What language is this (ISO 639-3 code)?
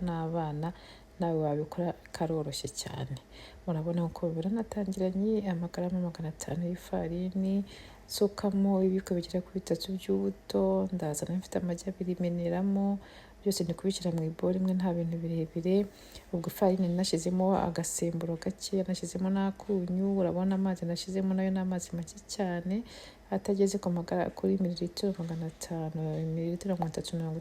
kin